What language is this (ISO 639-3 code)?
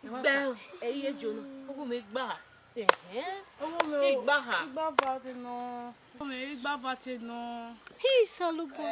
bin